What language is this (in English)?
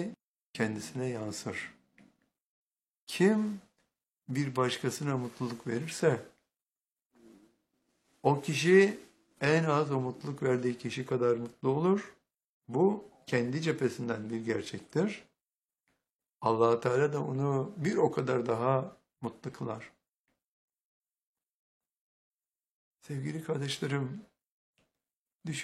Turkish